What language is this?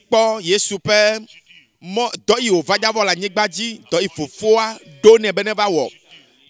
Ewe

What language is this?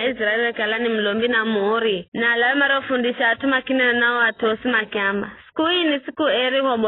Giryama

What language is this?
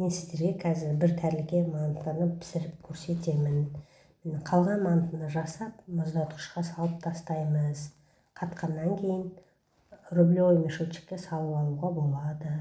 Kazakh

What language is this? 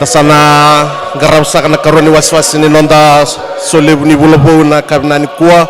Fijian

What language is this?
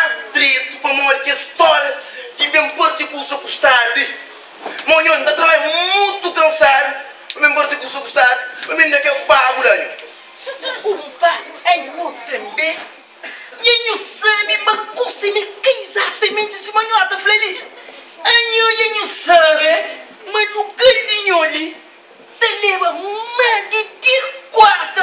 Kabuverdianu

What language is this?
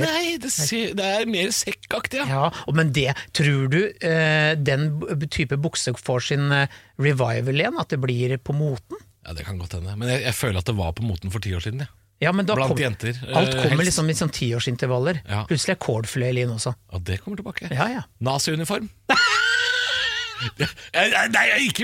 Norwegian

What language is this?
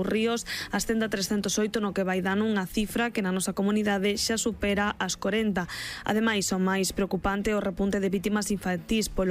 Galician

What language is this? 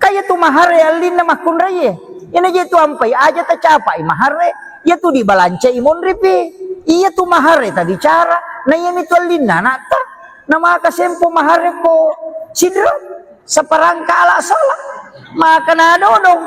Buginese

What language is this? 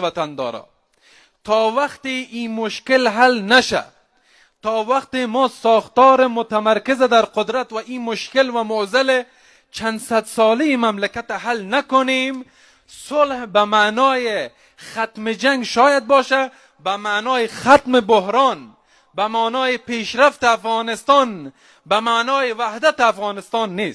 Persian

